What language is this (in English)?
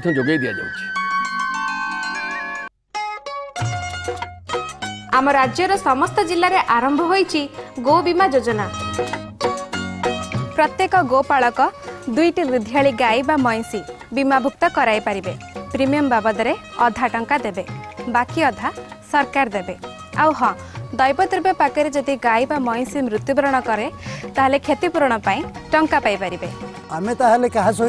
Odia